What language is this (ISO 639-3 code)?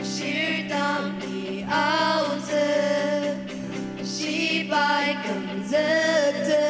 njo